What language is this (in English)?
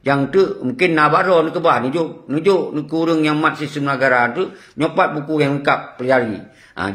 Achinese